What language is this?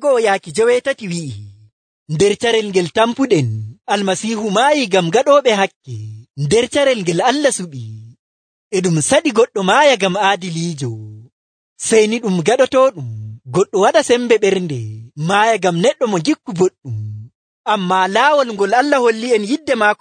Nigerian Fulfulde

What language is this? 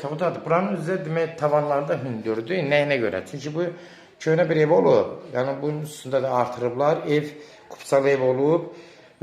Azerbaijani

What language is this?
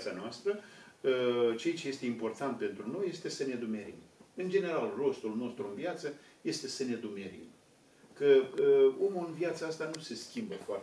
Romanian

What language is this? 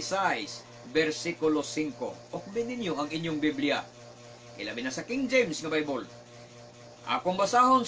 Cebuano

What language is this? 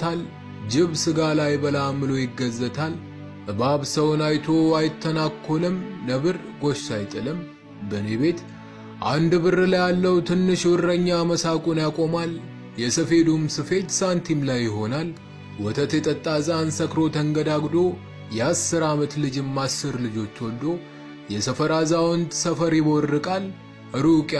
Amharic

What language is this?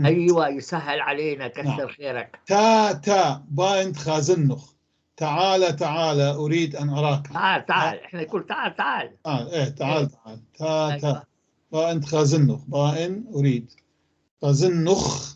North Levantine Arabic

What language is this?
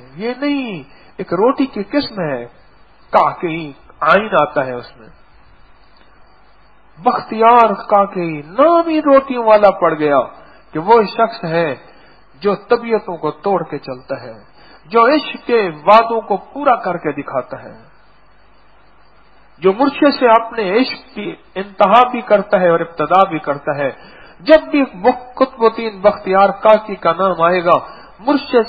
Urdu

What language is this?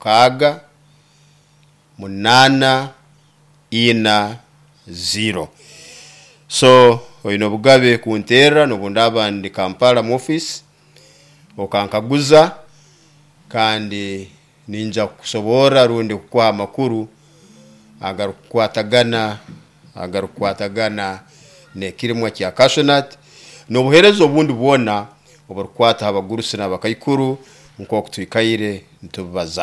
Nyoro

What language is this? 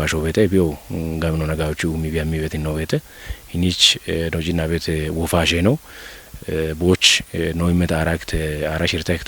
Kafa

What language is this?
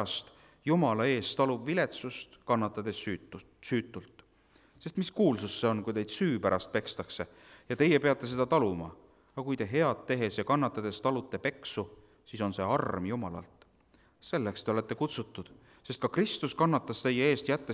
Estonian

